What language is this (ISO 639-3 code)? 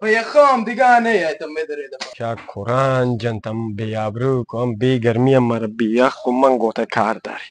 bal